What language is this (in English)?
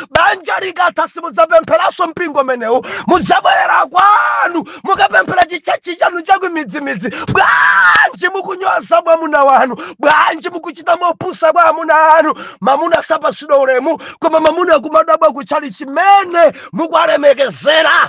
Nyanja